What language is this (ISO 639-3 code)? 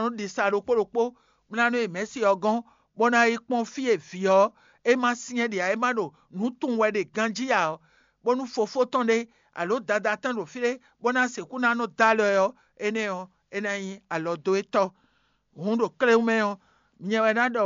fon